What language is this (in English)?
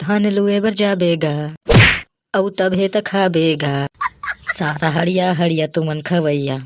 Chhattisgarhi